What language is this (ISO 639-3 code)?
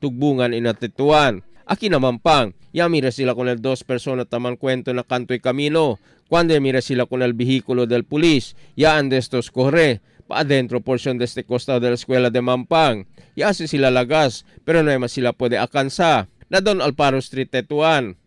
cbk